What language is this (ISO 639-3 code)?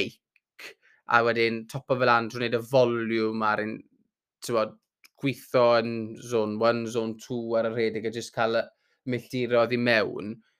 cym